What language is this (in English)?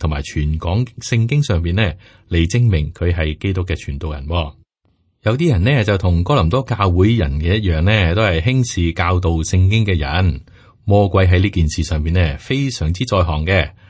Cantonese